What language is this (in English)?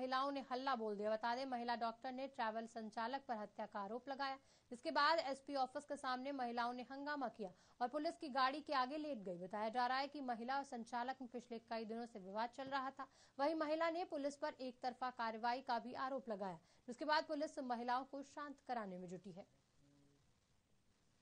Hindi